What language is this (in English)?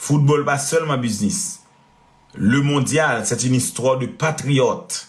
Haitian Creole